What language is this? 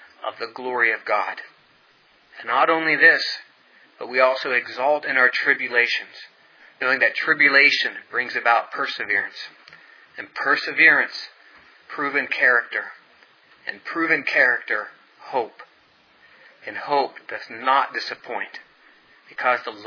English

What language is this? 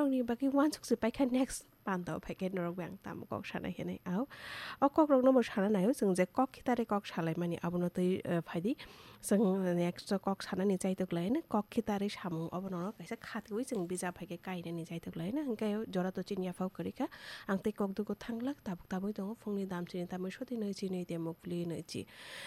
Kok Borok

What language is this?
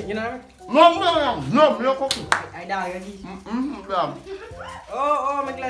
Jamaican Creole English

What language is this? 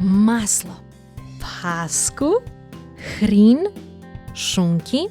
Rusyn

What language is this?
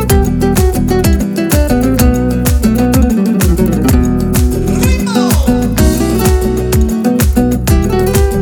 Kazakh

